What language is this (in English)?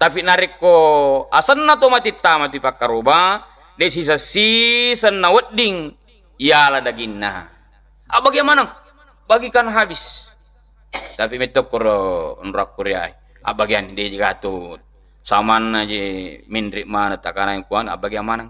Buginese